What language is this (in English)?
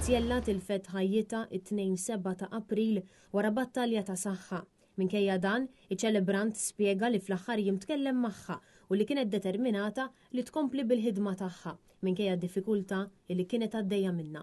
Maltese